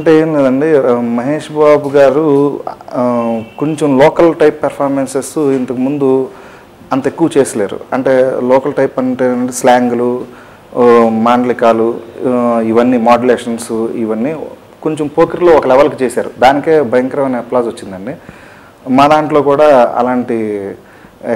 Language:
Telugu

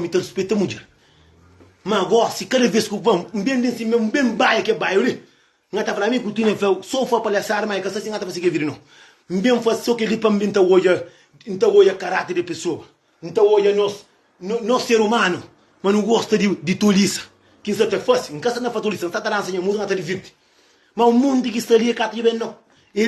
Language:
Kabuverdianu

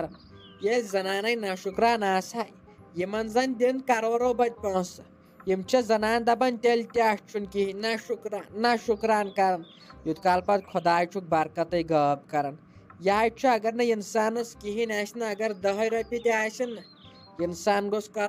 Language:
Kashmiri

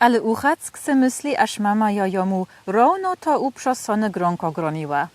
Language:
Lower Sorbian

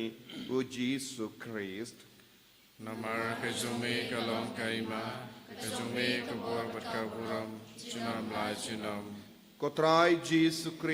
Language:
Khasi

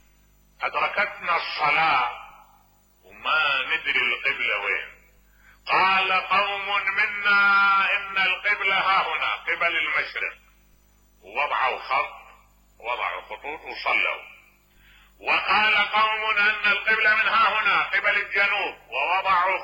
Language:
Mesopotamian Arabic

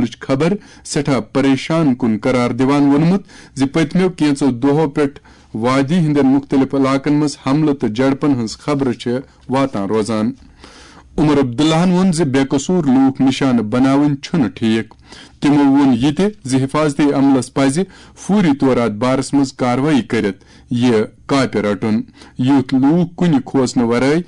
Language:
Kashmiri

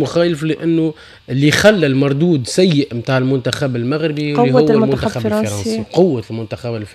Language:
Tunisian Arabic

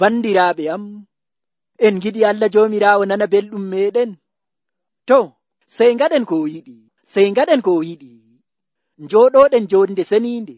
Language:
Nigerian Fulfulde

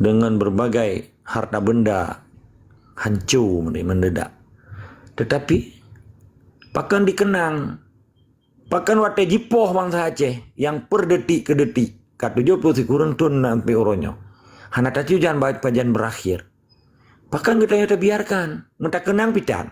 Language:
Achinese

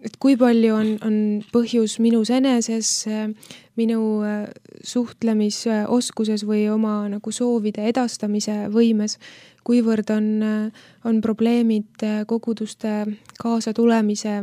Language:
Estonian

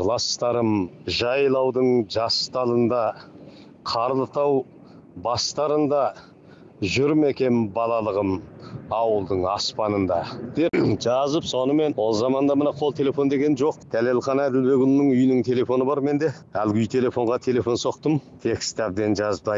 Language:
Kazakh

